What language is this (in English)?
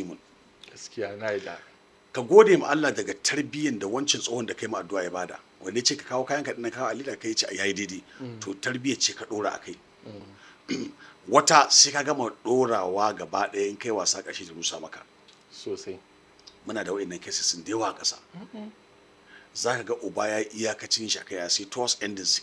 Hausa